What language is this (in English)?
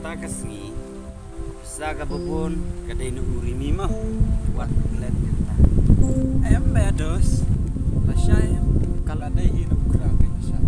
Khasi